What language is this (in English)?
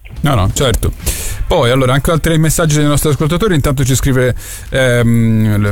Italian